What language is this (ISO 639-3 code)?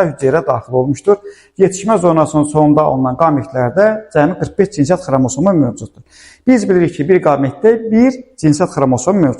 aze